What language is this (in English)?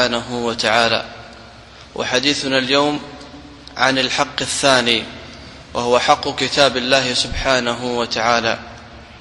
Arabic